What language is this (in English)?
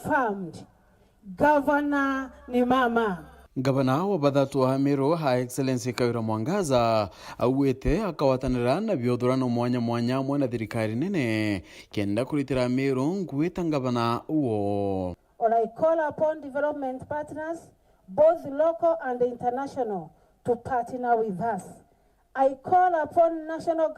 Meru